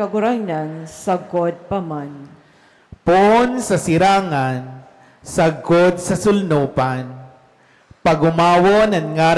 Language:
Bikol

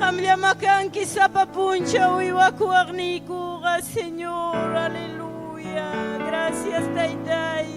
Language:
Ayacucho Quechua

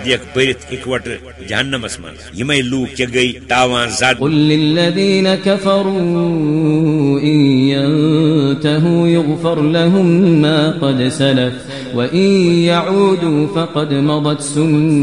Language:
Kashmiri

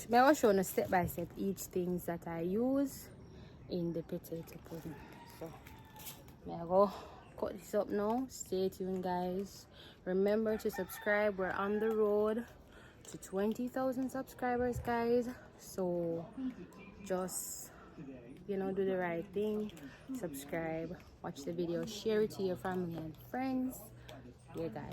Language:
Jamaican Creole English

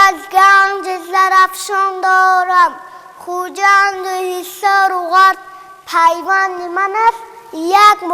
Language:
Tajik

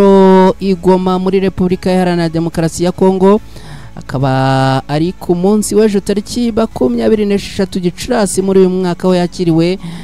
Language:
Kinyarwanda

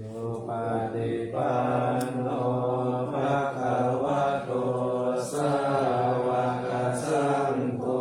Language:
Pali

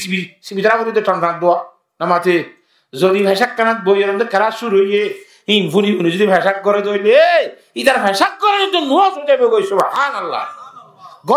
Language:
Rohingya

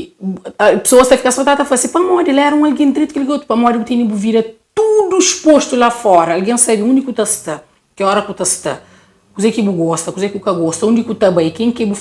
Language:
Kabuverdianu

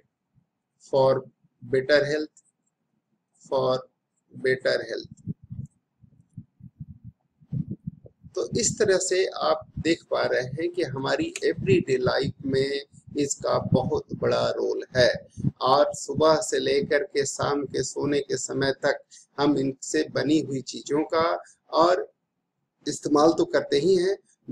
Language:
Hindi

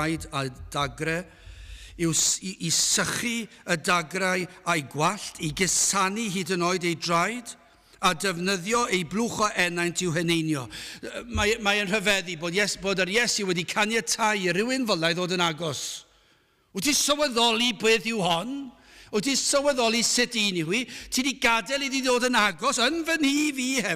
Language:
Welsh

